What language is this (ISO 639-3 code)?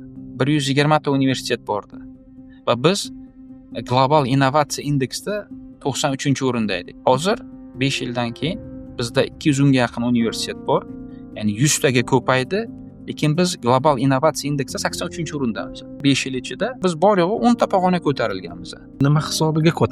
uzb